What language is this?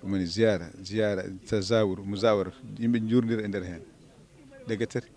Fula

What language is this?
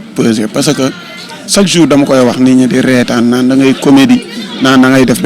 Wolof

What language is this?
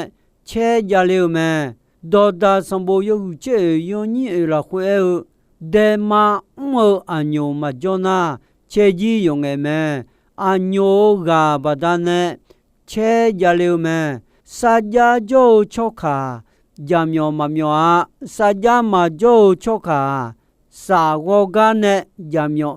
Akha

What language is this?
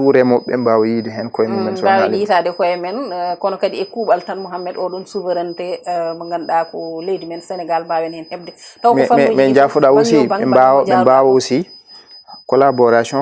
Fula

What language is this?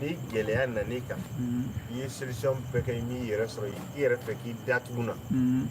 Bambara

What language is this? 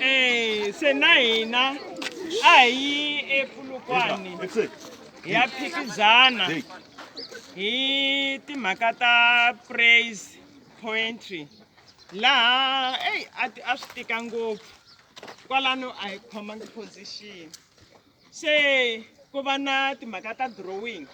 Tsonga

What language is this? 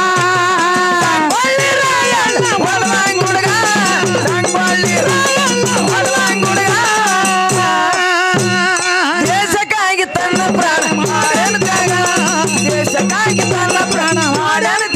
Kannada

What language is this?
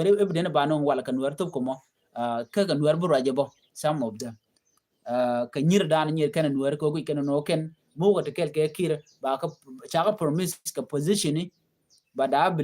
Nuer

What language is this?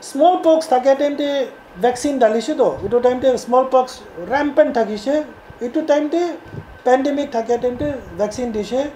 Naga Pidgin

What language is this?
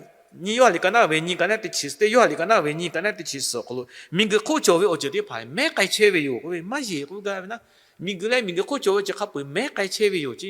Lahu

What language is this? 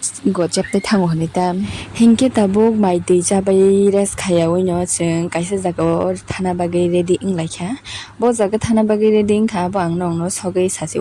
Kok Borok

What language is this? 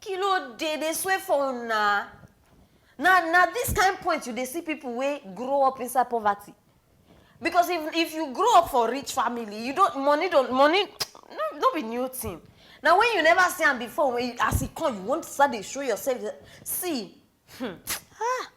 Nigerian Pidgin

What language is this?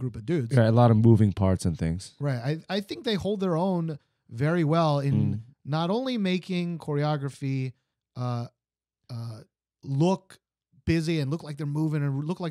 English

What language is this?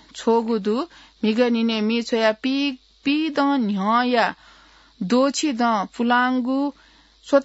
Newari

